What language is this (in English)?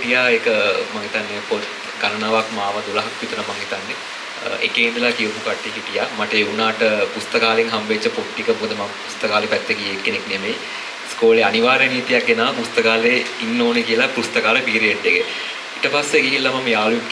Sinhala